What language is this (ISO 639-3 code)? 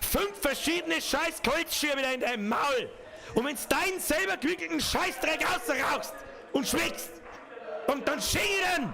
bar